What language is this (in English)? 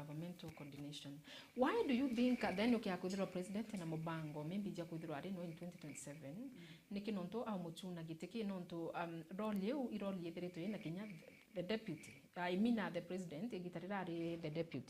Meru